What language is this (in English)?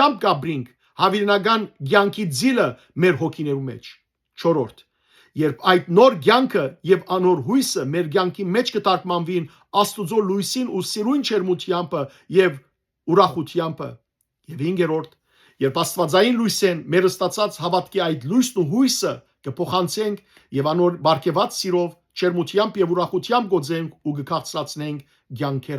Western Armenian